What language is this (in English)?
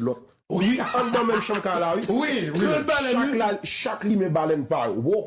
Haitian Creole